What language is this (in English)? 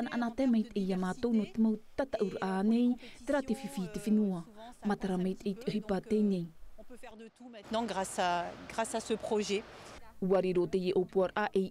Tahitian